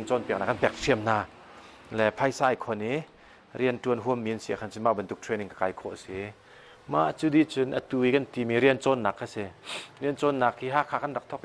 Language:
Hakha Chin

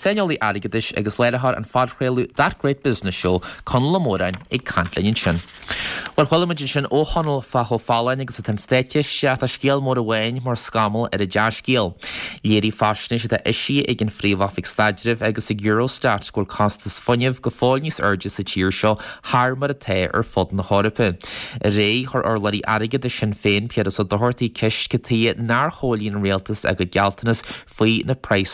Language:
Irish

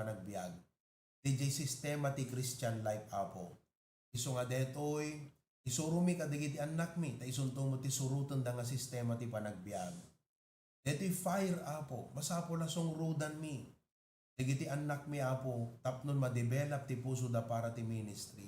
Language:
Iloko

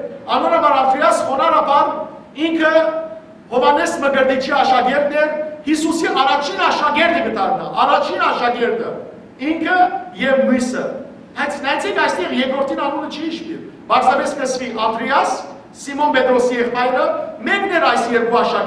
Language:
Western Armenian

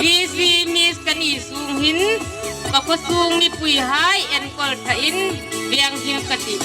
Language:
Hmar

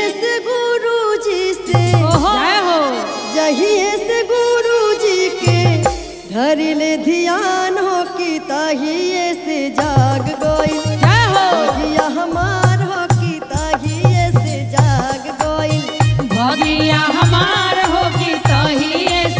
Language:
Bhojpuri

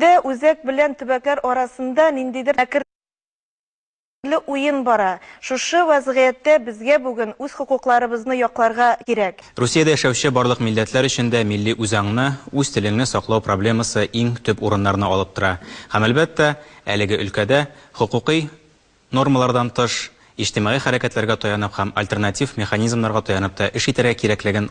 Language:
Bashkir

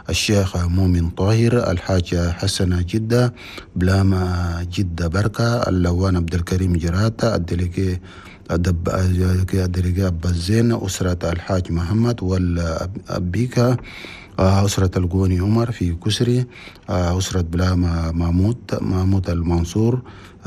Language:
Chadian Arabic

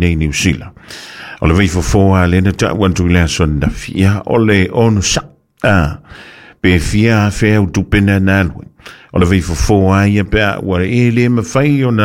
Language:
Samoan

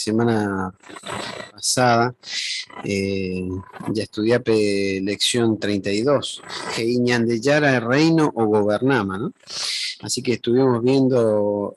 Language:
Guarani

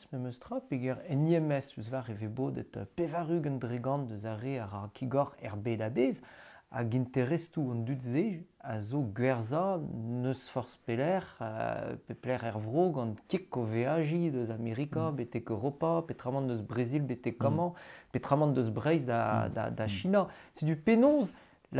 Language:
Breton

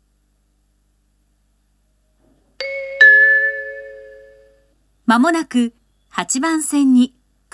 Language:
Japanese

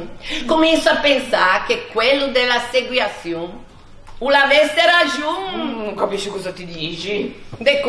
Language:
Ligurian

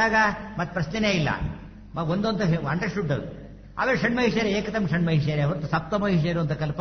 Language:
Kannada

